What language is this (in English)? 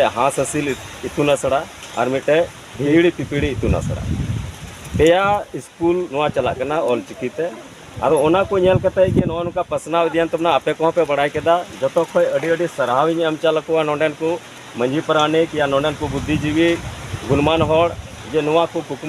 Santali